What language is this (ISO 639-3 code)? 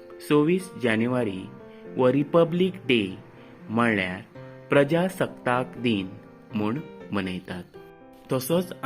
kok